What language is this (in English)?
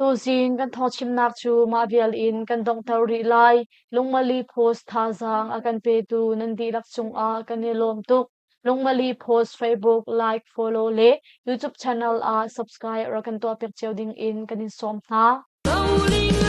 Hakha Chin